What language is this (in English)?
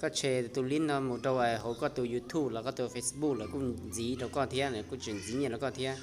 Hmong